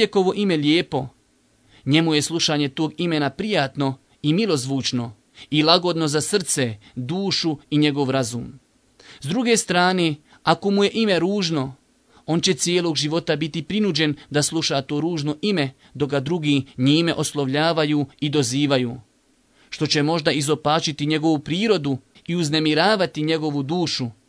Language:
Bosnian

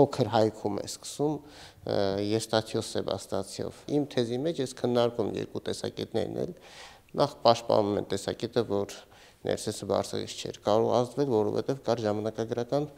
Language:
Armenian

